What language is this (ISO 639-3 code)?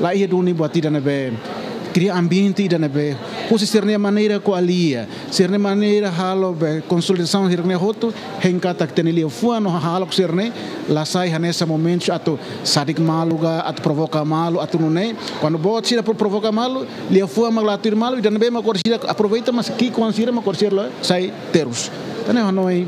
tet